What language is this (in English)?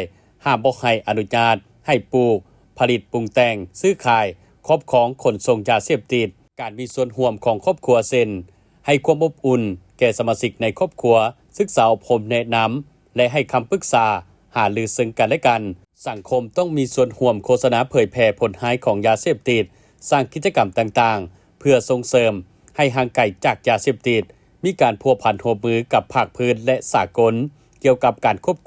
Lao